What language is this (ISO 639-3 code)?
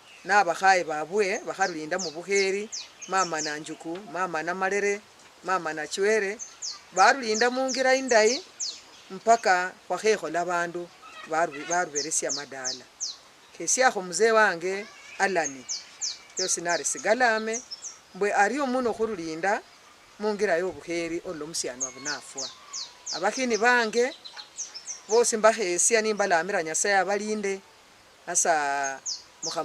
luy